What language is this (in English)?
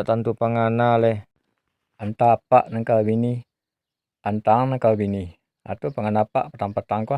Minangkabau